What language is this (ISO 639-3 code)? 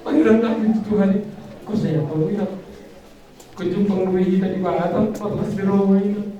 bbc